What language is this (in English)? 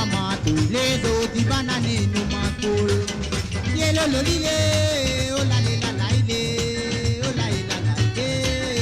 Morisyen